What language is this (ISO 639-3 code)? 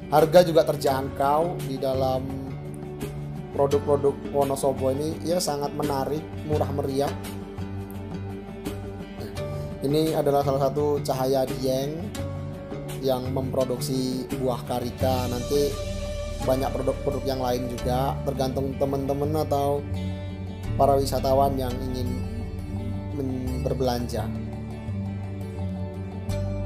ind